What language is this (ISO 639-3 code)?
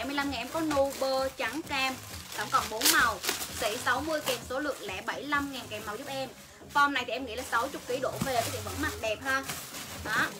vie